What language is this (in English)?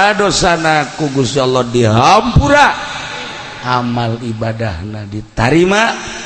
Sundanese